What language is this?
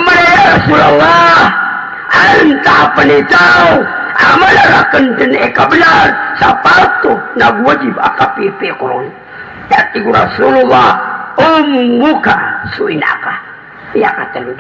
Maranao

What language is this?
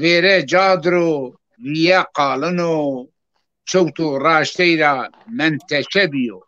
Zaza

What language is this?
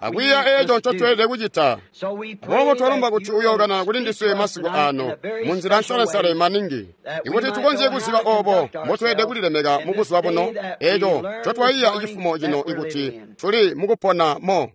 Tonga (Zambia)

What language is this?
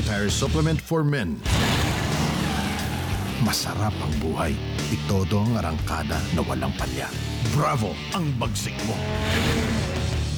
Filipino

